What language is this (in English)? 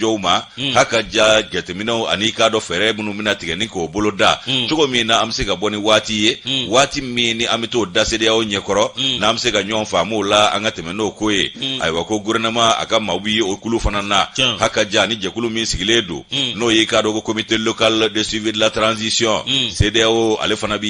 Bambara